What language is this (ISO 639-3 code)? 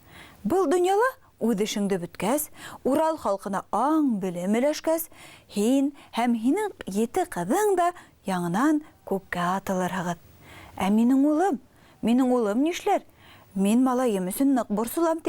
bak